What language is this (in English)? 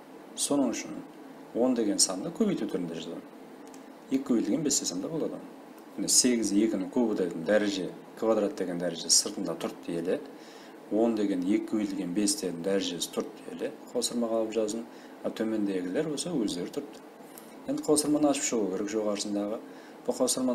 Kara-Kalpak